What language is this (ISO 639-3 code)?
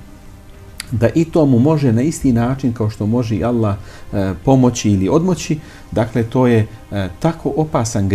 bos